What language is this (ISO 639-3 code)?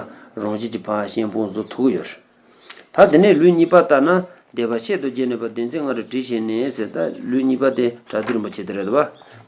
bod